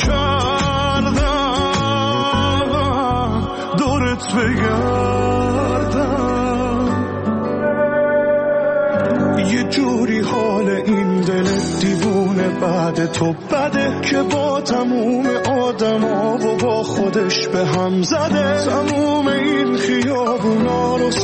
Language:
Persian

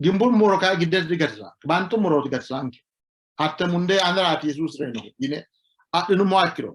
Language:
Sidamo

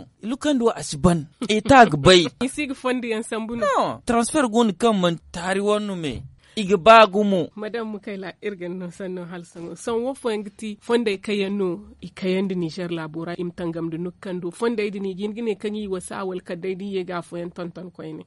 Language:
Zarma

